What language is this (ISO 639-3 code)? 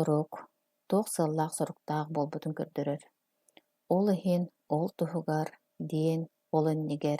sah